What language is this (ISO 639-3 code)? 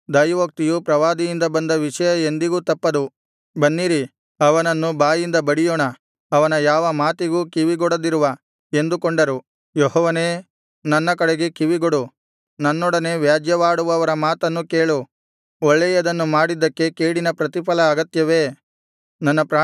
kan